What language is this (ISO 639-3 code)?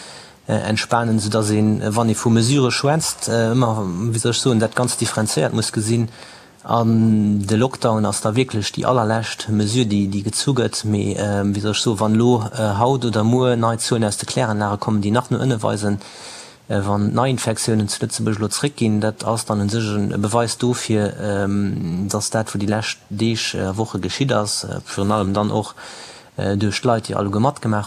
ltz